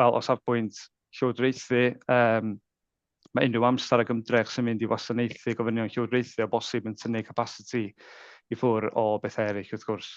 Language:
Welsh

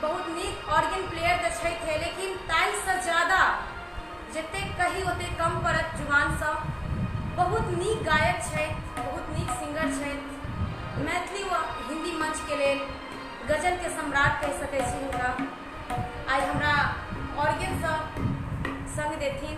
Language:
Maithili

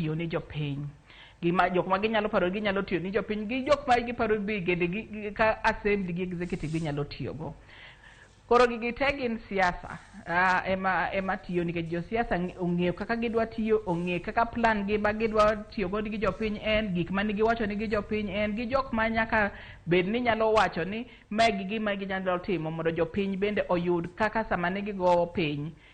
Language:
Luo (Kenya and Tanzania)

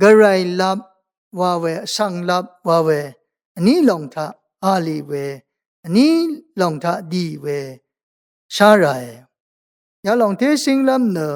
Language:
Rawang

